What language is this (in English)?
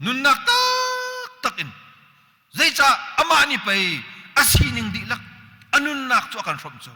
Hakha Chin